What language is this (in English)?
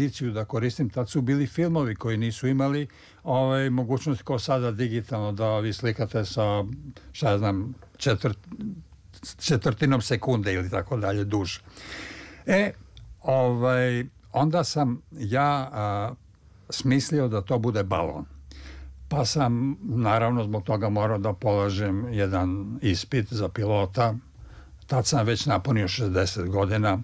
Serbian